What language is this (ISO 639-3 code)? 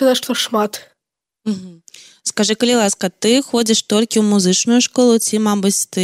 bel